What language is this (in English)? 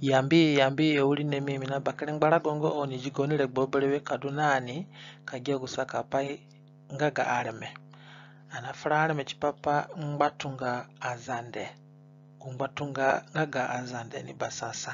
Zande (individual language)